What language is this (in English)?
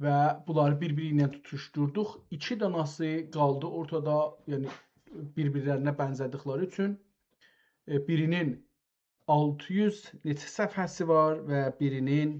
South Azerbaijani